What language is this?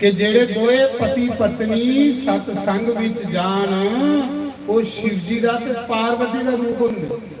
Dogri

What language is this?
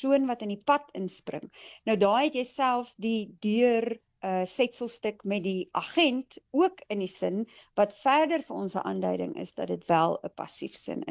Afrikaans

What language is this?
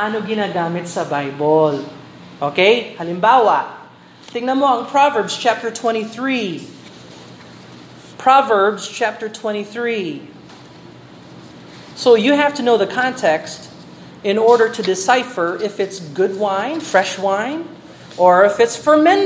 Filipino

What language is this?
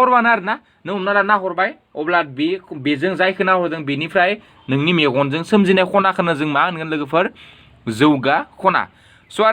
Bodo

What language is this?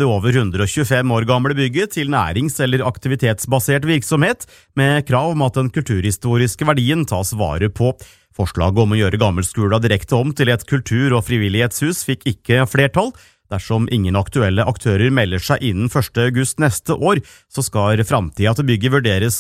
Norwegian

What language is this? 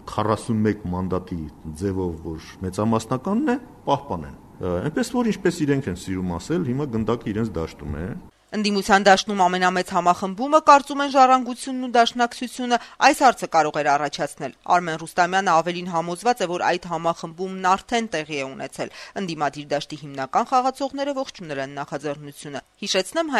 Armenian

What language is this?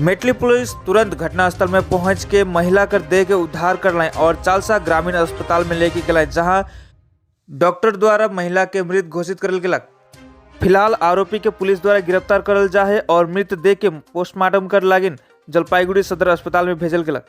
Sadri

